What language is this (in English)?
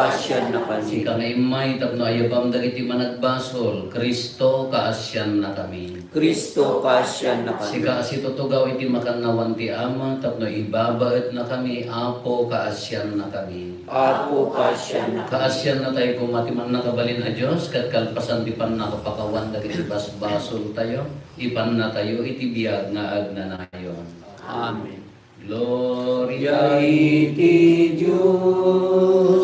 Iloko